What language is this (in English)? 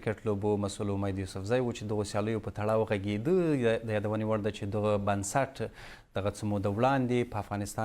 Pashto